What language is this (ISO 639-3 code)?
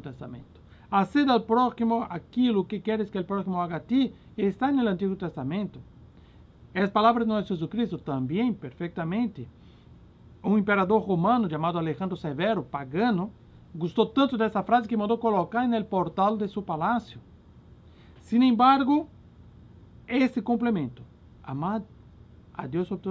por